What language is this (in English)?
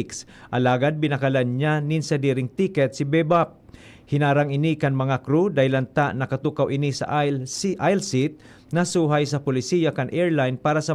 Bikol